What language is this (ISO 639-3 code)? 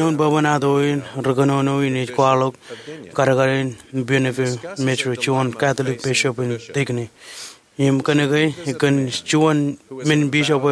mah